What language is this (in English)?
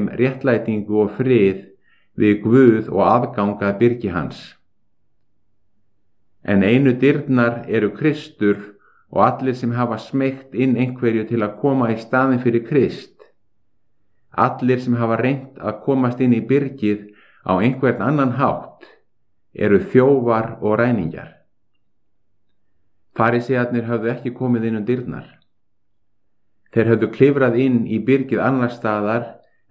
Icelandic